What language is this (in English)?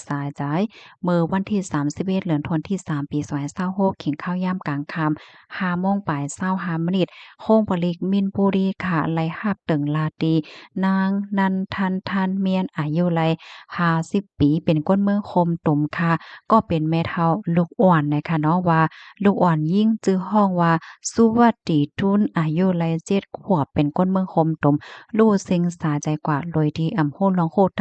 Shan